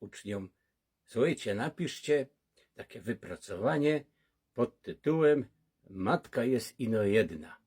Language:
Silesian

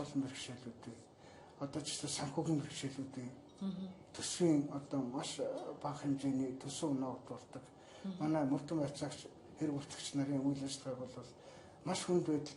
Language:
Mongolian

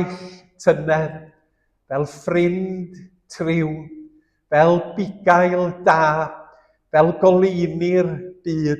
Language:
Welsh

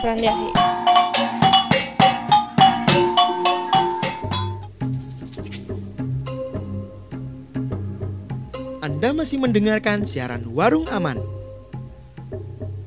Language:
Indonesian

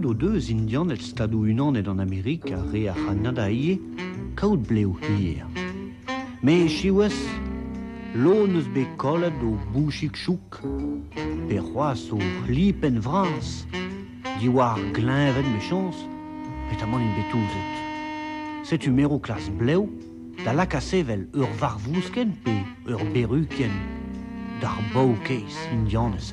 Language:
Breton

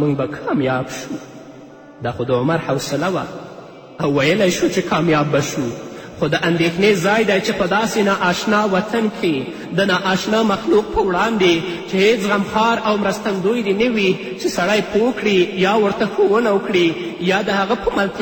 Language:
Pashto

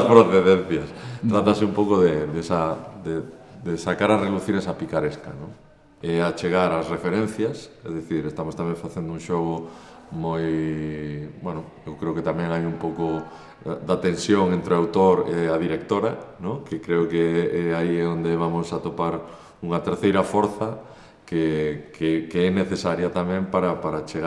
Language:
Galician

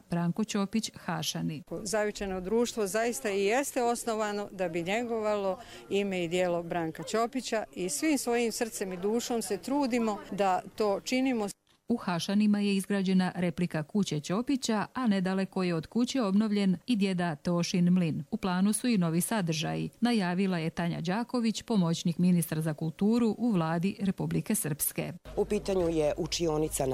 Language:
Bosnian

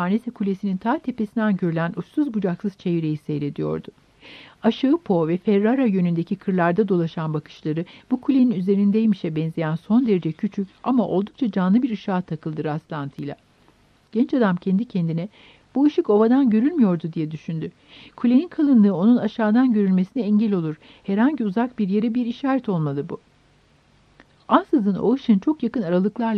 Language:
Turkish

